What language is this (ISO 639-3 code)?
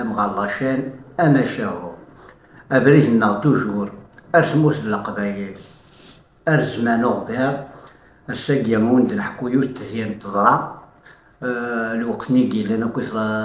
kab